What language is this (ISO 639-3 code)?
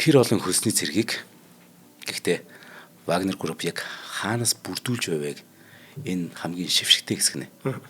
mon